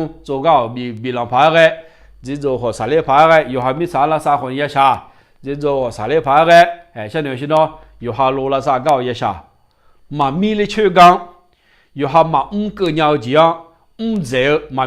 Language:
Akha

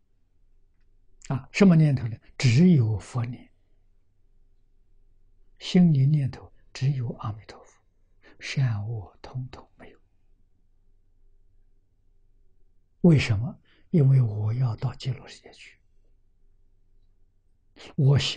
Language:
Chinese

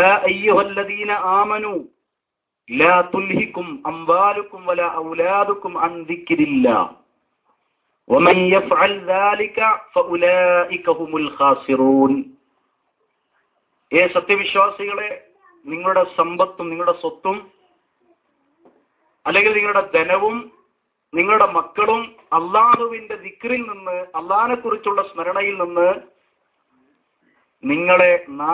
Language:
Malayalam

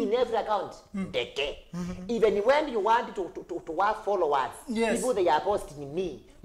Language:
Kamba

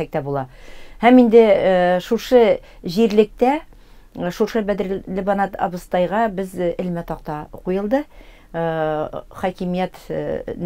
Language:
Tatar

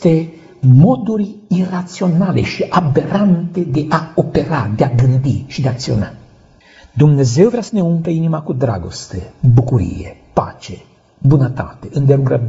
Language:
Romanian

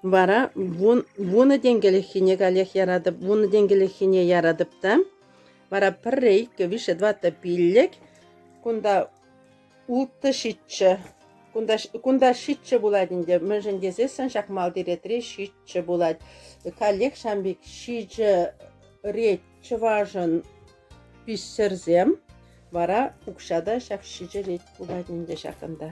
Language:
Chuvash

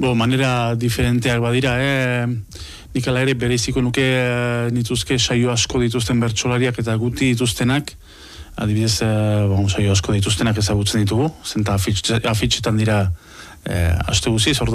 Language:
Basque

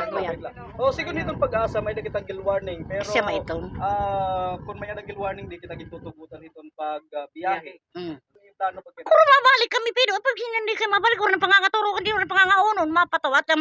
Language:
Waray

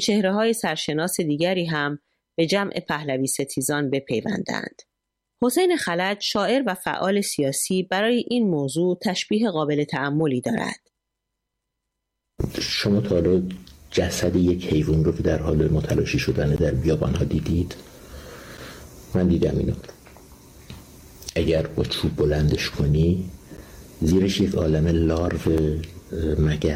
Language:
Persian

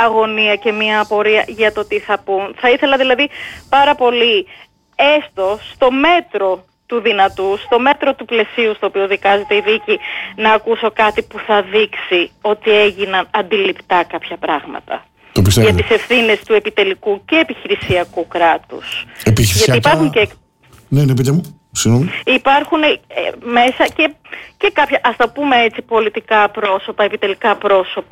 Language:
Greek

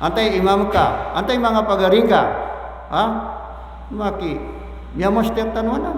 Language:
Maranao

